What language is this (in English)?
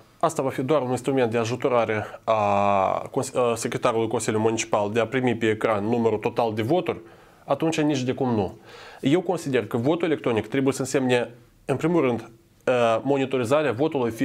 Romanian